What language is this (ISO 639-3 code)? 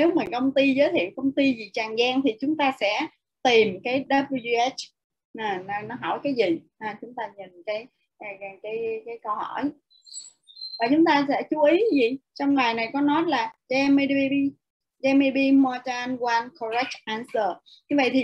vie